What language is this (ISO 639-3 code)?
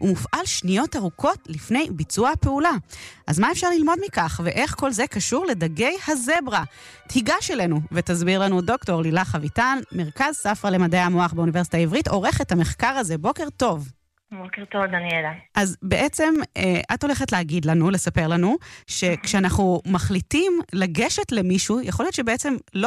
heb